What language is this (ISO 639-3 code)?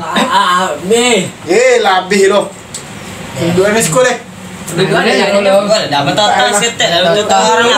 min